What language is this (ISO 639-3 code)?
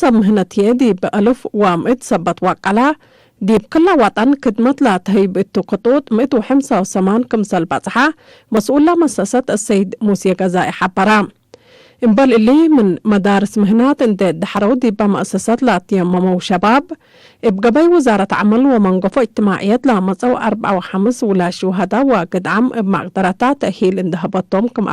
tig